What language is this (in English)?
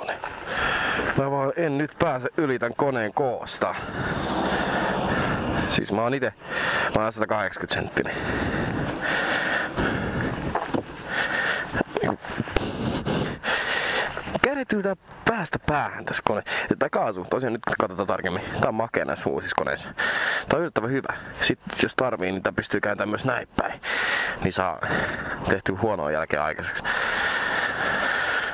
Finnish